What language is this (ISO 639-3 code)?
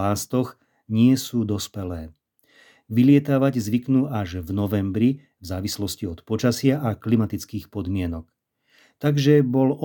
slk